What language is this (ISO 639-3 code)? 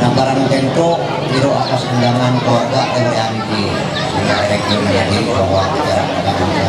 mhy